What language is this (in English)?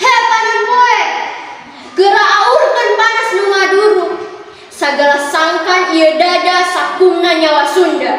Sundanese